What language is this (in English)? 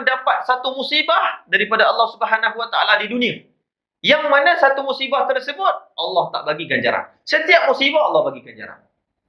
Malay